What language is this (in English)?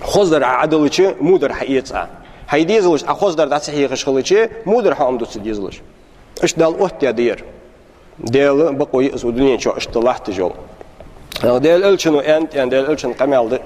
Ingush